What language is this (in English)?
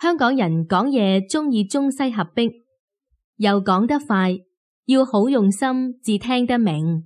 Cantonese